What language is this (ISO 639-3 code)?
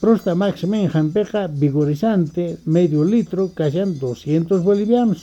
quh